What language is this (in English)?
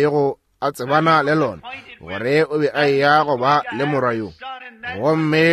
Northern Sotho